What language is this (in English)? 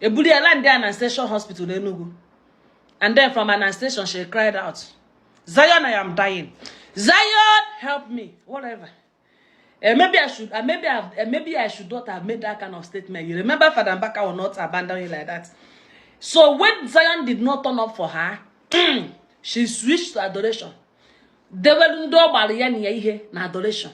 Igbo